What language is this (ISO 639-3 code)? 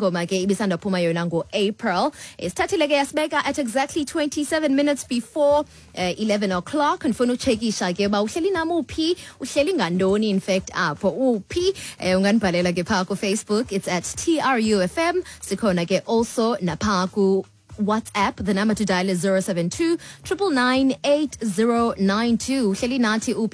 xho